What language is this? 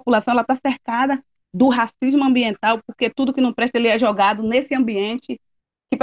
Portuguese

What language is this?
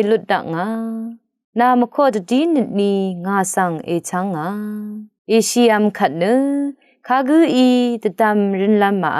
Rawang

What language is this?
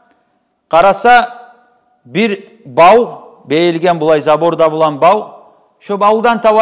Kumyk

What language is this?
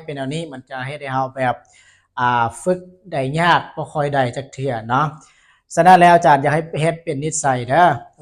Lao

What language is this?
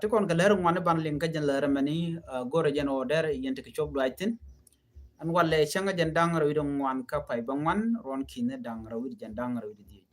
Nuer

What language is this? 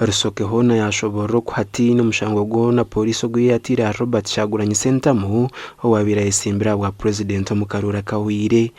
Nyankole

